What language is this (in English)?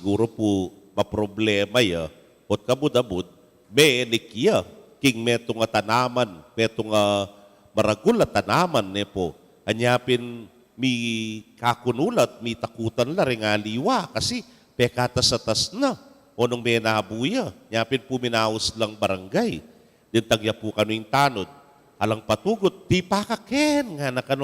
Pampanga